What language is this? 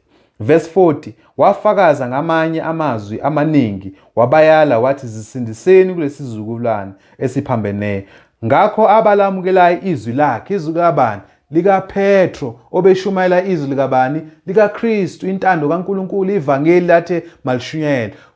Zulu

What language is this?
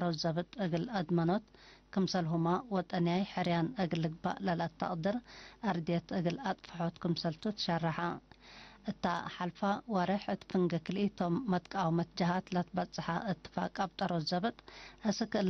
Tigre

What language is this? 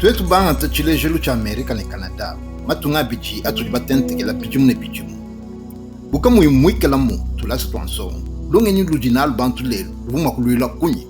Luba-Lulua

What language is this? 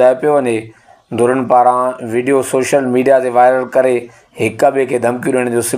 Sindhi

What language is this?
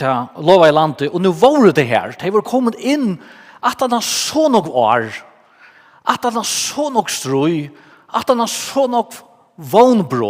Faroese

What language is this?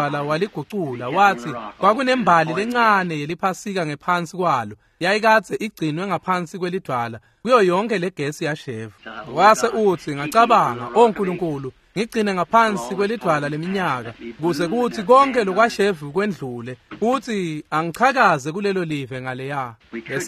Swati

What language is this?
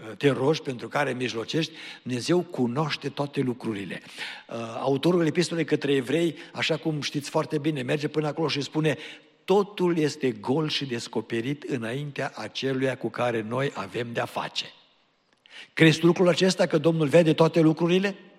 Romanian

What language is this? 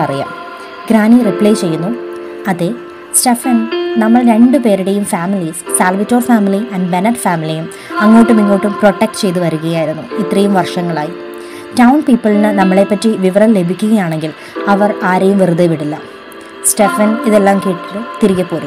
Malayalam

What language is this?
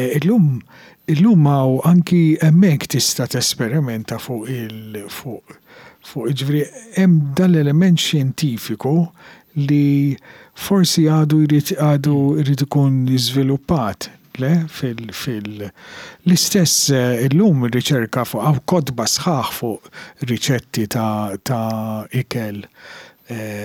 Maltese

